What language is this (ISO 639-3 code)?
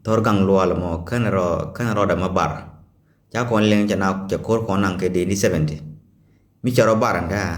nus